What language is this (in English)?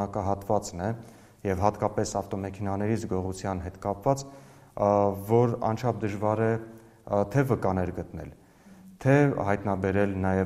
Armenian